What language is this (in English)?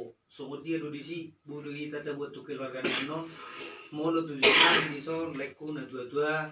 Batak Toba